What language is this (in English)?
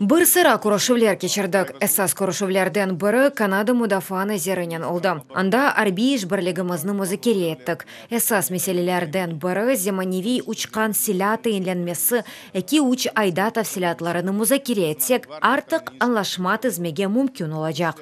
Crimean Tatar